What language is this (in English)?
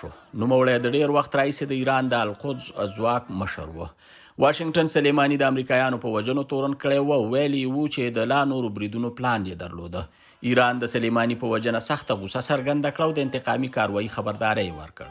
Pashto